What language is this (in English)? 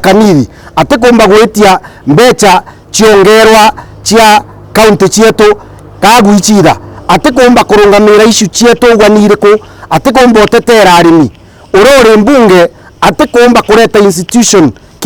Meru